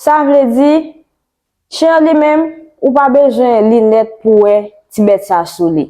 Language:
Haitian Creole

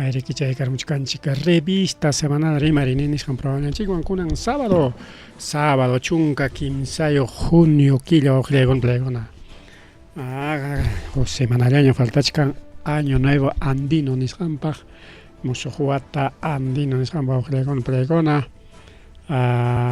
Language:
Ayacucho Quechua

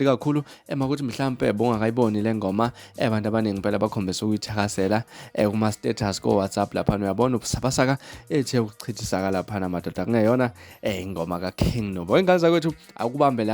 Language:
Zulu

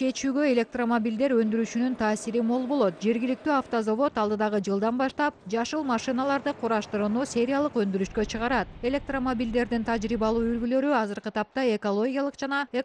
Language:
Kyrgyz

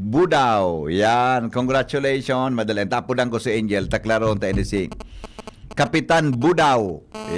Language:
Bikol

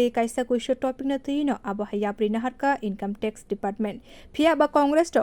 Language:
Kok Borok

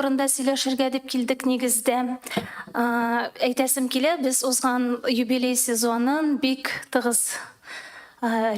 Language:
Tatar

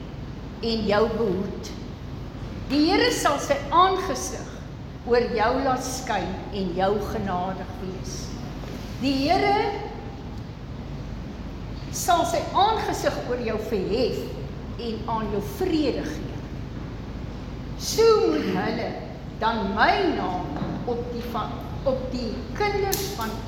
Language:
Afrikaans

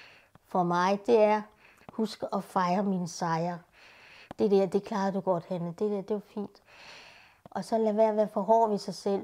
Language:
Danish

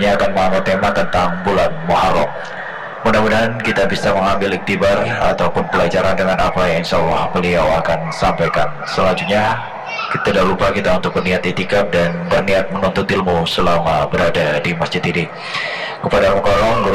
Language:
Banjar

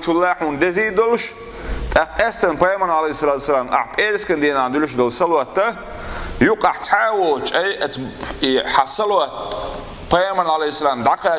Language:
Chechen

